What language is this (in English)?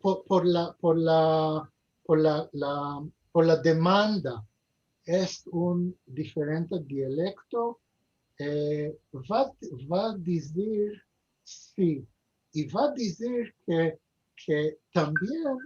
Ladino